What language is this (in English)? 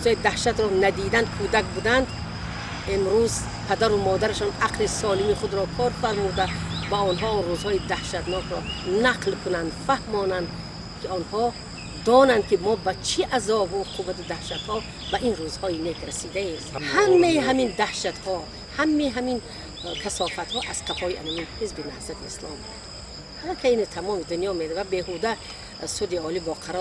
Tajik